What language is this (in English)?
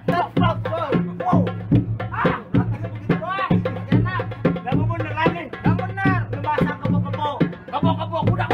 Betawi